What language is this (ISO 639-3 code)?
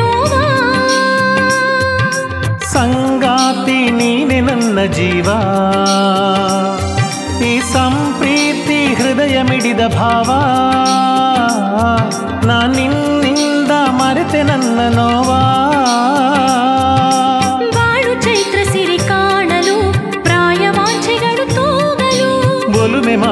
kan